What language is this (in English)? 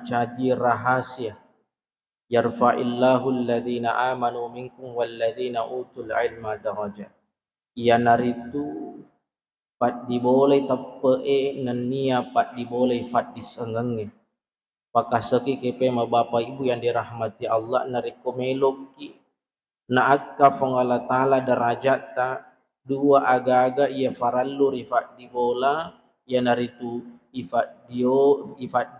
Buginese